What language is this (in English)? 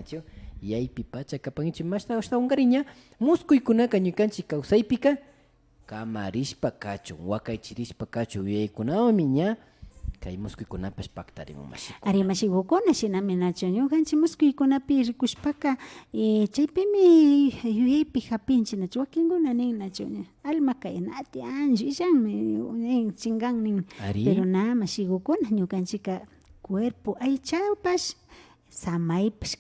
Imbabura Highland Quichua